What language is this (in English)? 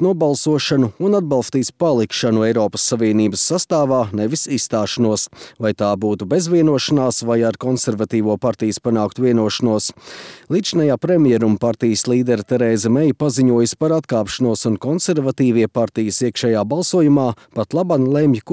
Latvian